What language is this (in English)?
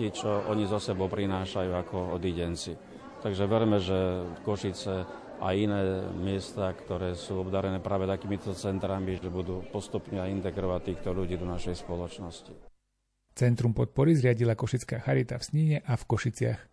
Slovak